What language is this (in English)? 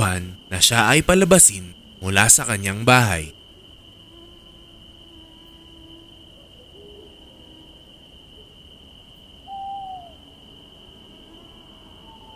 Filipino